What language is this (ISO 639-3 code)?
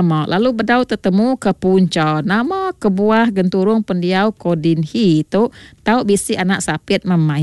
iba